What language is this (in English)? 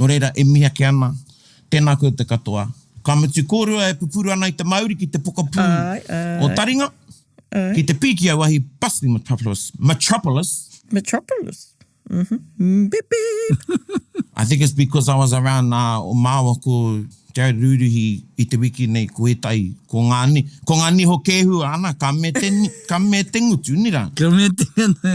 Māori